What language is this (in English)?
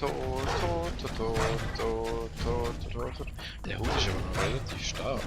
Swiss German